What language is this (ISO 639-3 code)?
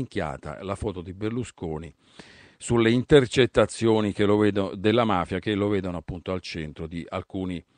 ita